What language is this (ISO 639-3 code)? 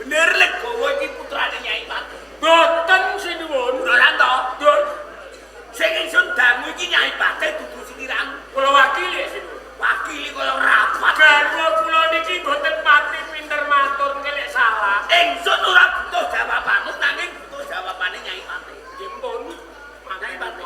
jav